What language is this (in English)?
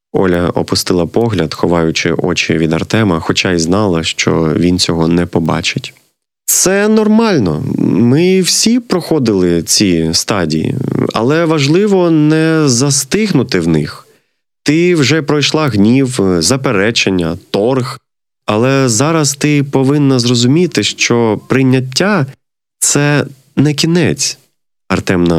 Ukrainian